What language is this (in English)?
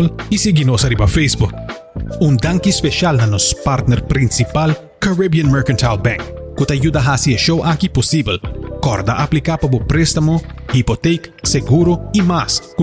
Papiamento